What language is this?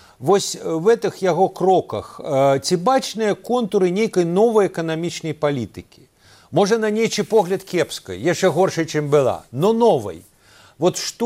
Belarusian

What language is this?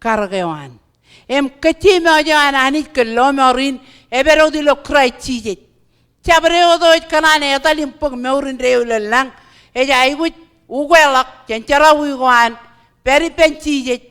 Marshallese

